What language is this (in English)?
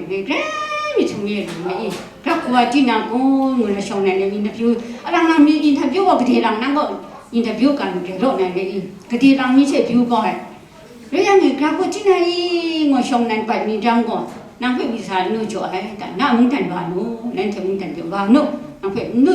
Kachin